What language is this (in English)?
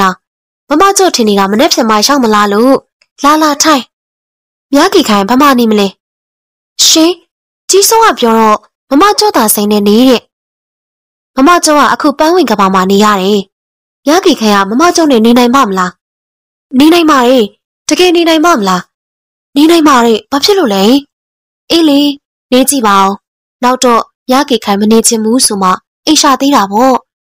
Burmese